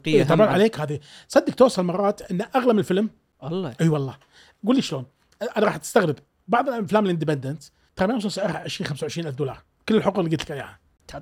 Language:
Gulf Arabic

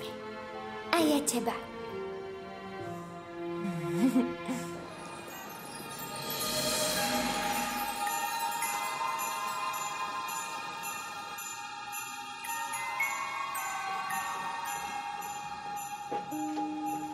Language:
Slovak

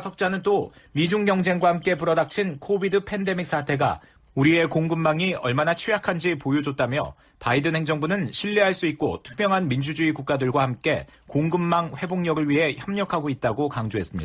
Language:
Korean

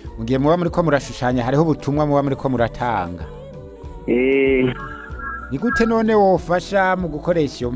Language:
Rundi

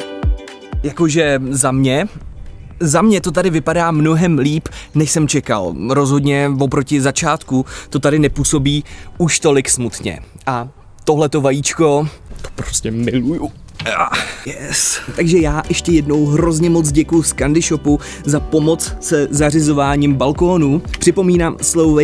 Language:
Czech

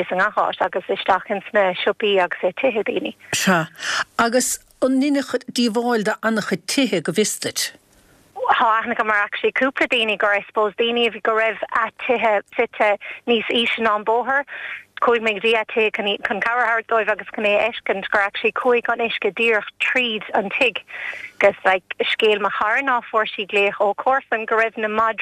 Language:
Irish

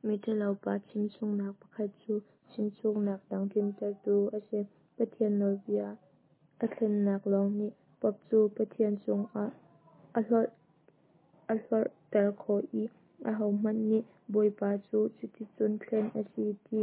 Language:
Hakha Chin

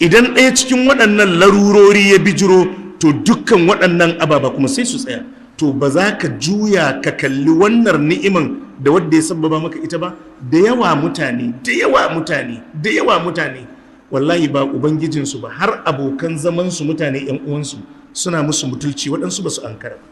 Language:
Hausa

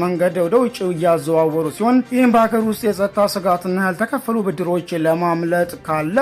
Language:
Amharic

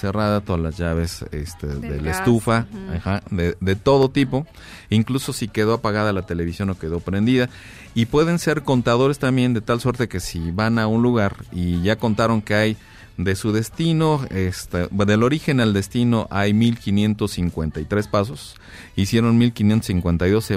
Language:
Spanish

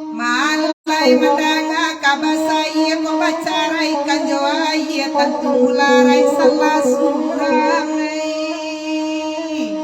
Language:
Minangkabau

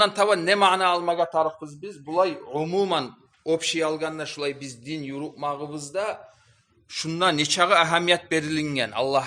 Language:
Kumyk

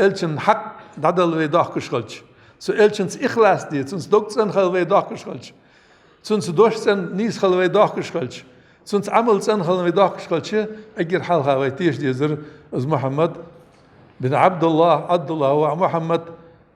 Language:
Ingush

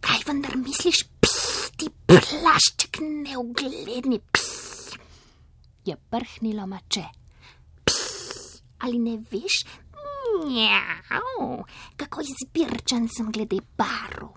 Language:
Slovenian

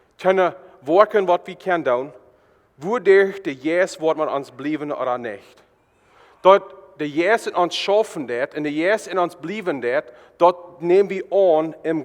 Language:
Plautdietsch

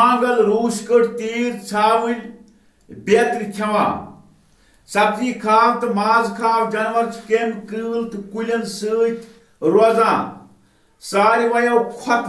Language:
Kashmiri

